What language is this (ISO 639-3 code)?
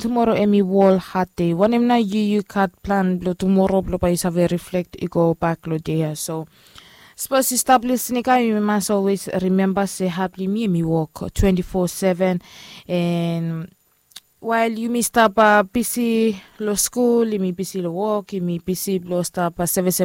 bis